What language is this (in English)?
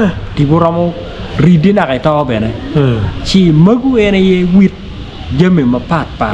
Acoli